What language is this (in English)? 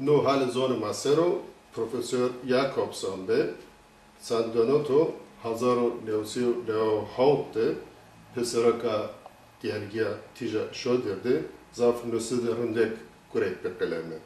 Zaza